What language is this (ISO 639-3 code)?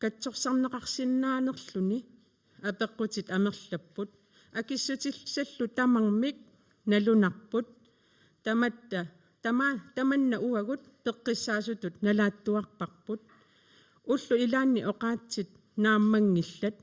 kal